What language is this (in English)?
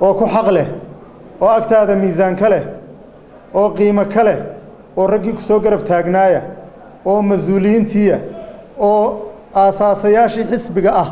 Somali